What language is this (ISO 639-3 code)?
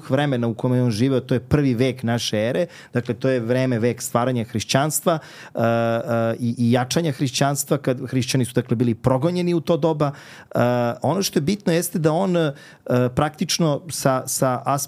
srp